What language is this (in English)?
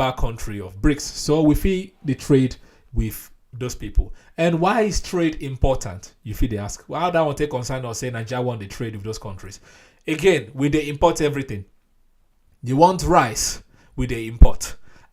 Nigerian Pidgin